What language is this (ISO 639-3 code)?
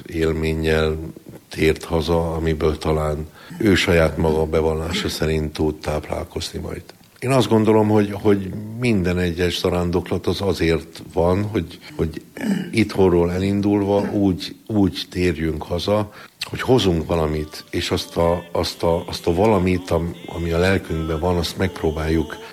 hun